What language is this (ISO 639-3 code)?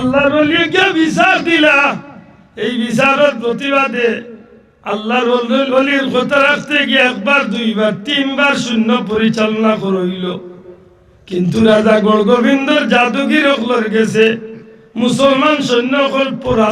syl